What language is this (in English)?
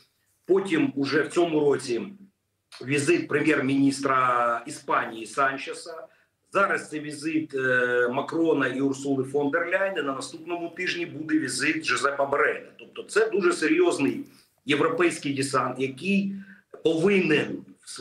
Ukrainian